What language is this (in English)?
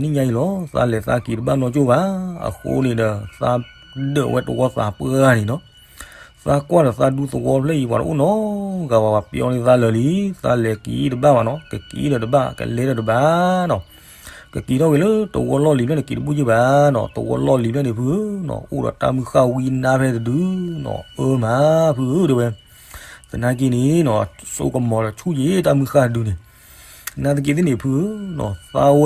S'gaw Karen